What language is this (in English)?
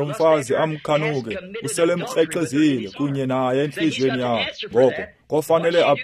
Xhosa